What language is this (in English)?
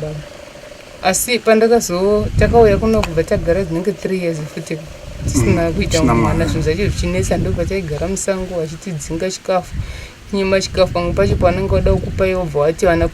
Shona